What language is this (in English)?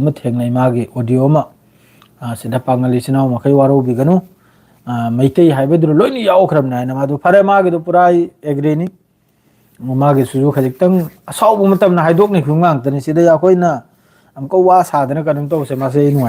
Manipuri